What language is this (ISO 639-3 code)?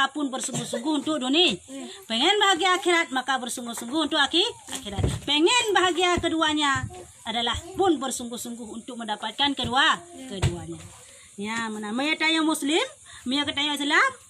ace